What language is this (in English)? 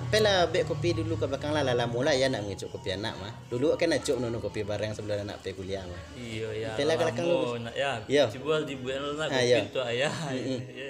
Minangkabau